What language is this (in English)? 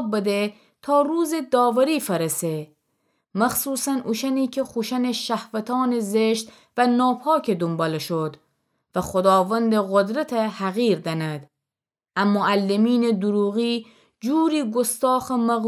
Gilaki